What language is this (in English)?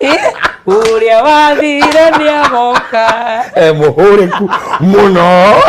Kikuyu